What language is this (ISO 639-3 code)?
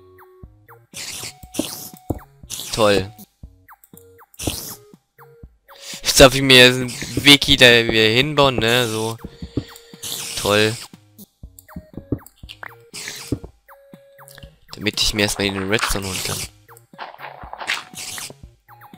deu